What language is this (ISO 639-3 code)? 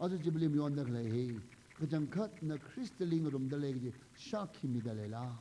nmf